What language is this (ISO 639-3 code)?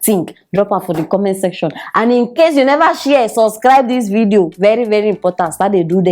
pcm